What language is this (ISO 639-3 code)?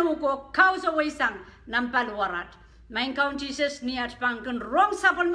pon